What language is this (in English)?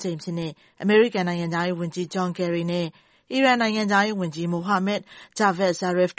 Burmese